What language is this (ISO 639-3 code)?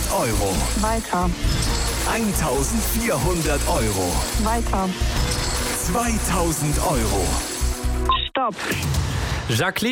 deu